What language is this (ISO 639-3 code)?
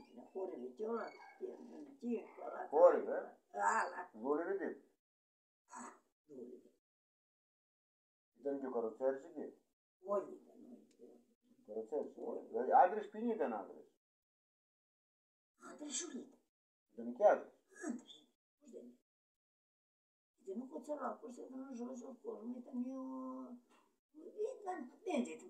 ell